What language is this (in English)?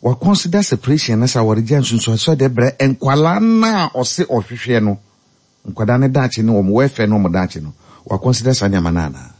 Akan